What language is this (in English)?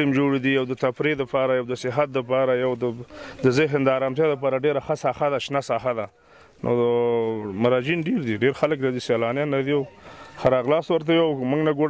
Pashto